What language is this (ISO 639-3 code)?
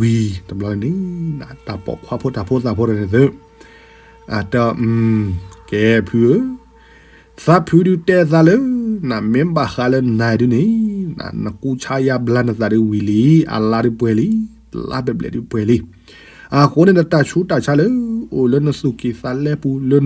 ksw